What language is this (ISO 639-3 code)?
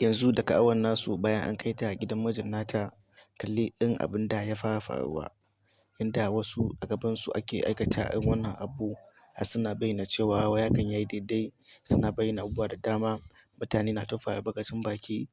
hau